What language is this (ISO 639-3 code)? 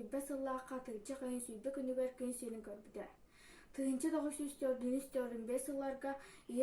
sah